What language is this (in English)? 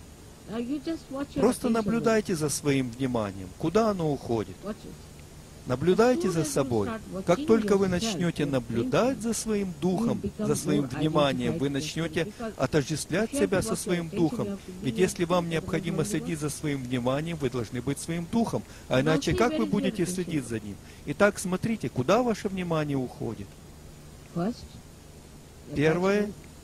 Russian